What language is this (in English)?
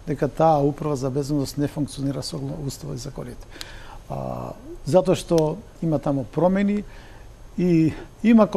Macedonian